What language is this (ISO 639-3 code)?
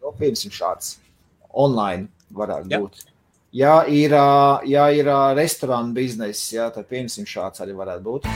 lav